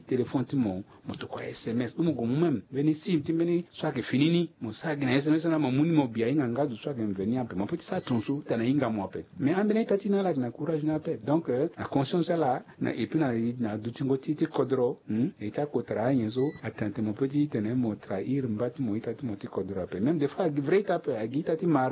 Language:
Sango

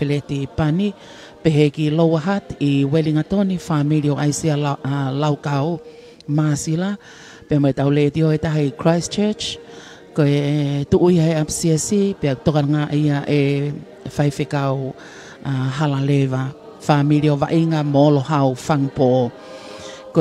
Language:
Tongan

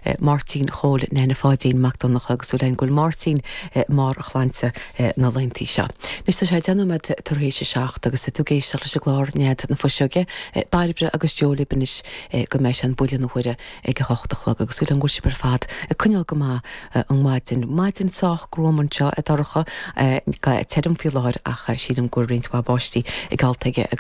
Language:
Irish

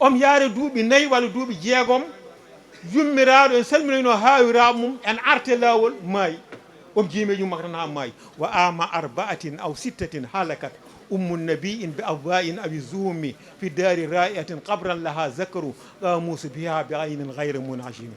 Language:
Fula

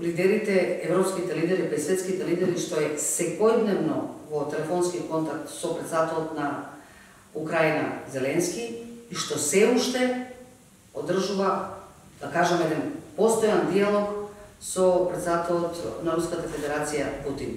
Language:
Macedonian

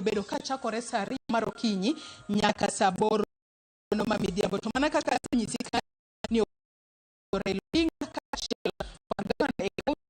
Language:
Luo (Kenya and Tanzania)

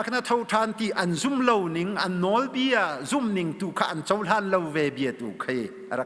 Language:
Hakha Chin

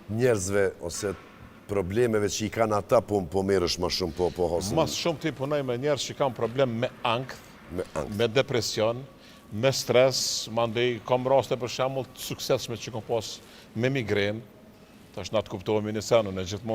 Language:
Albanian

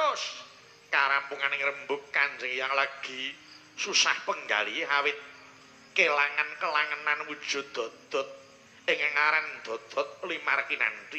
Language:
Javanese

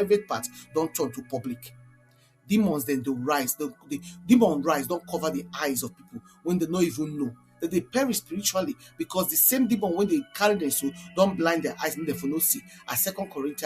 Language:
Nigerian Pidgin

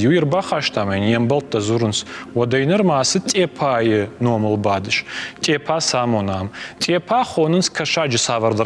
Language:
Ossetic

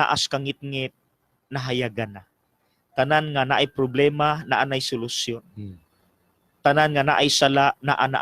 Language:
Cebuano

